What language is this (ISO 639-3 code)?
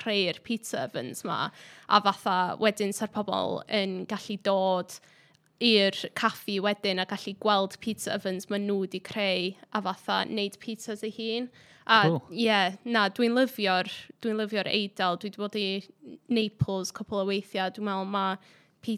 cym